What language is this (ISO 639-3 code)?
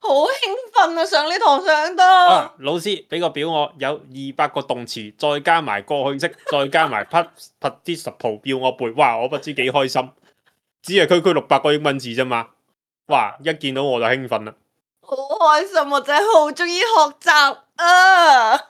yue